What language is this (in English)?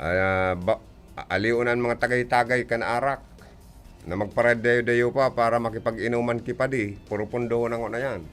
Bikol